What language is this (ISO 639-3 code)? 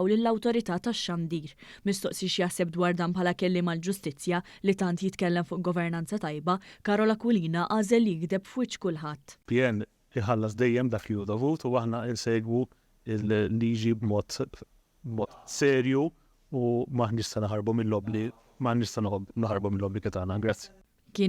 mlt